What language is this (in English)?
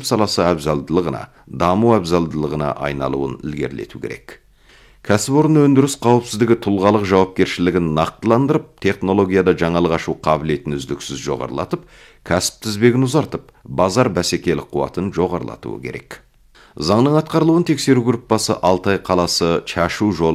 Kazakh